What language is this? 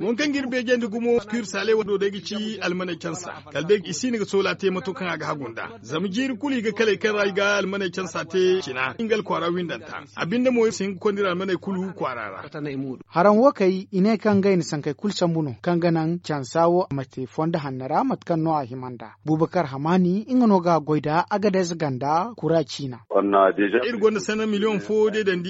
Zarma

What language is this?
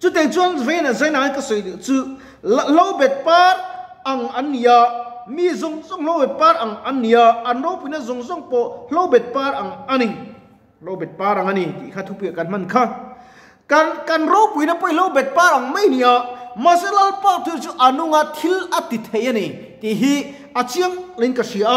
Mizo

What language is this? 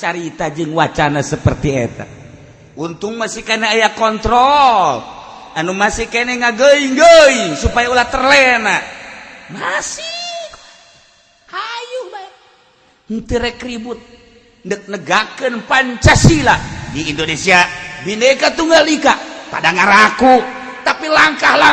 Sundanese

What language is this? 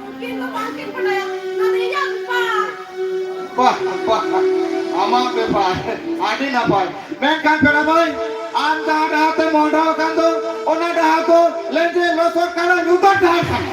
Santali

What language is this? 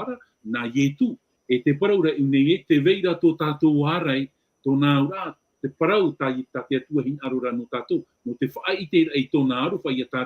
Tahitian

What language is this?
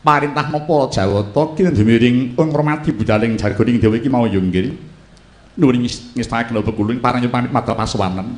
Javanese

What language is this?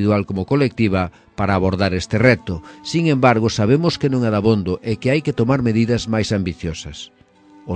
Galician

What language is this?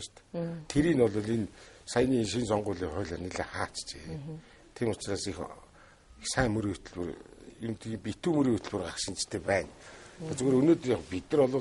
Mongolian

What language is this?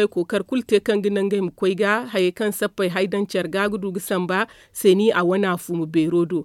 Zarma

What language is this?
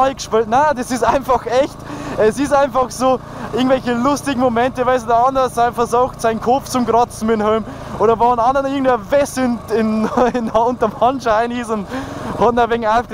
Bavarian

